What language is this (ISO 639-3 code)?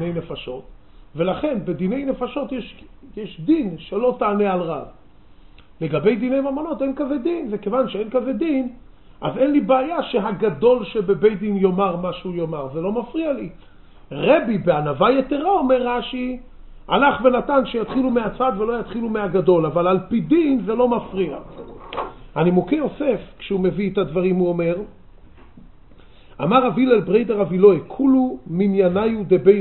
heb